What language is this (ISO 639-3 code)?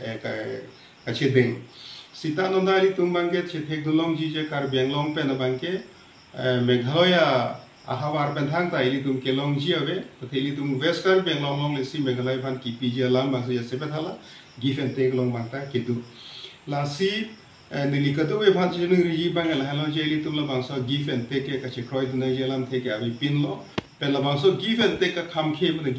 mjw